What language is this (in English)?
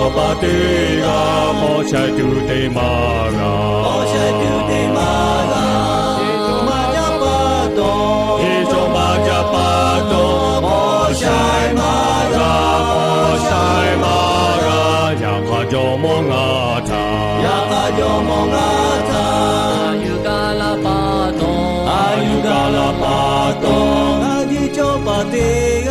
Lahu